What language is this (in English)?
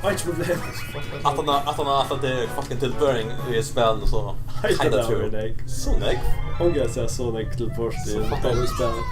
Faroese